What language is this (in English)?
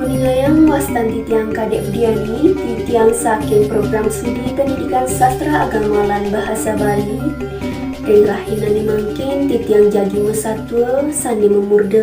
Balinese